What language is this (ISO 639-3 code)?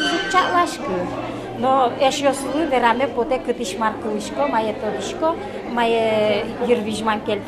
udm